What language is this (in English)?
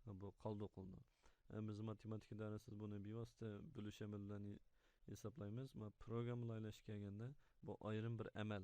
Uyghur